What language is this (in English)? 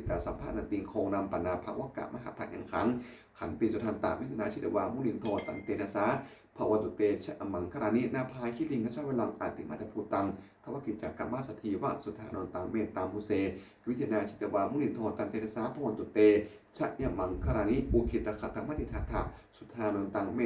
Pali